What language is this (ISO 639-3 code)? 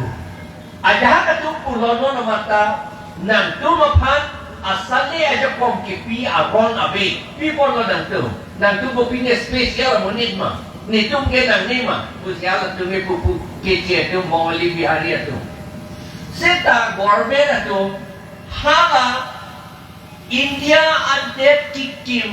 mjw